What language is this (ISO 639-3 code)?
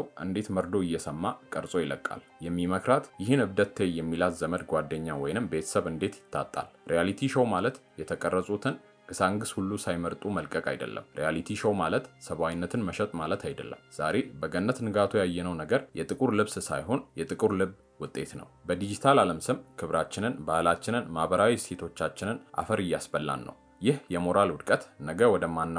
amh